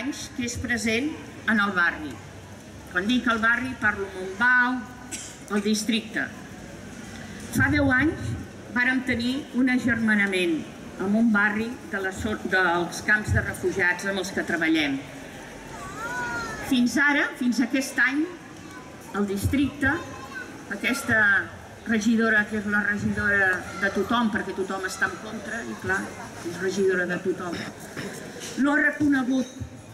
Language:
Catalan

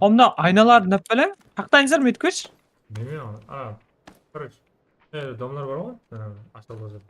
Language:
Kara-Kalpak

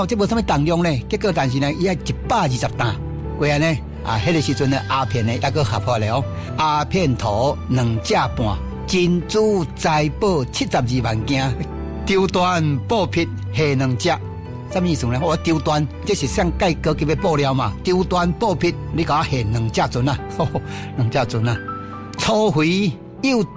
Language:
Min Nan Chinese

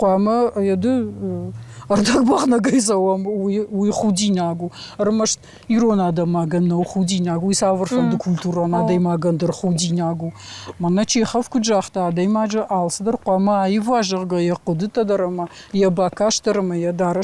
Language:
Ossetic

